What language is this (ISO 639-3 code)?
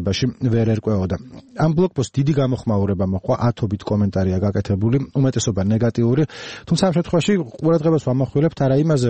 kat